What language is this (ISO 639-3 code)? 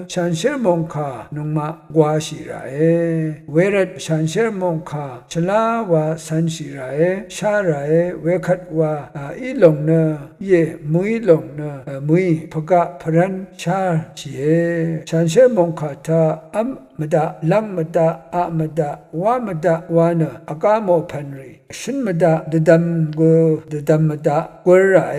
raw